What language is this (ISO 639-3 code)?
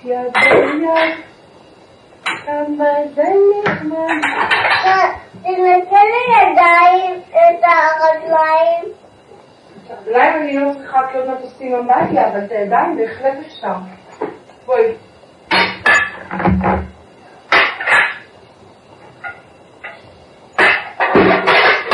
heb